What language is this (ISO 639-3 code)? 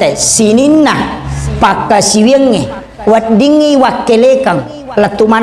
bug